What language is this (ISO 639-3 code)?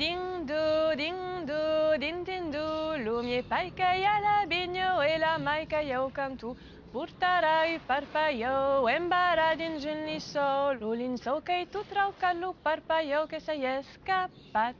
oci